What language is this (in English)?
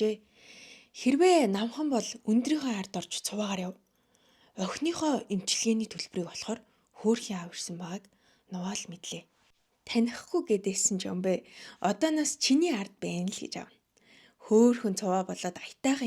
Mongolian